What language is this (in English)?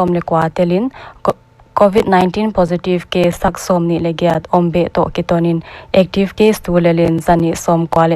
Paite Chin